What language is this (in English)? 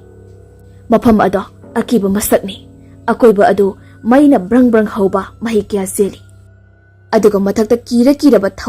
Manipuri